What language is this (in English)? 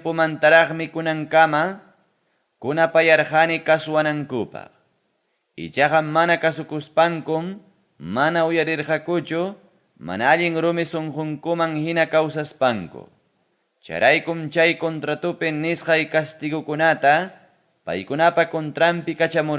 Ayacucho Quechua